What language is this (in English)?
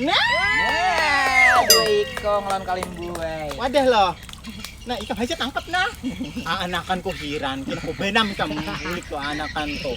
Banjar